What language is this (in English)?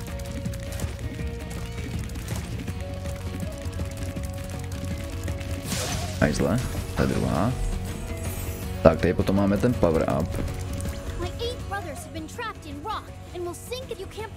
Czech